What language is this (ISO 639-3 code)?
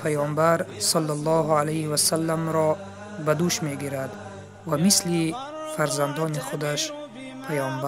tgk